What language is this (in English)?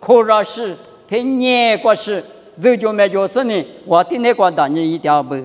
Lisu